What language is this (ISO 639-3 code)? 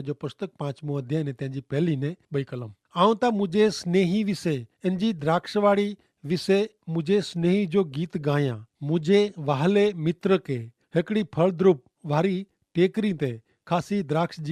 kfr